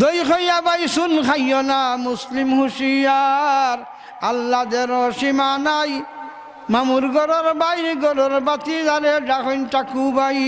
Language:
Sylheti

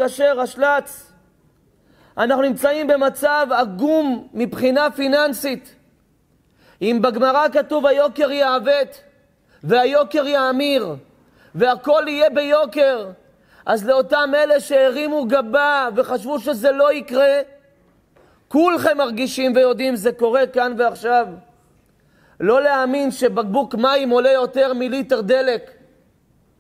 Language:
Hebrew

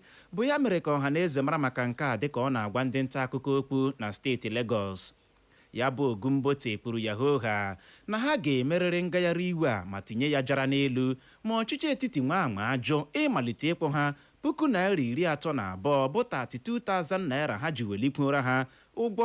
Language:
Igbo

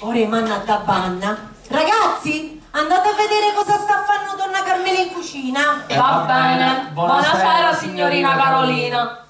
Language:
Sicilian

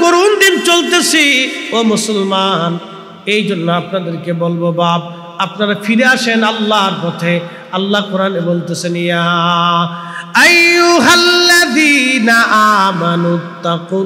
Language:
Bangla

